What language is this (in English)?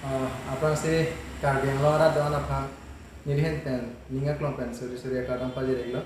Karbi